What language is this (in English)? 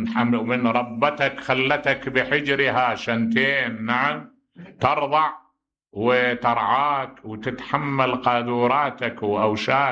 Mesopotamian Arabic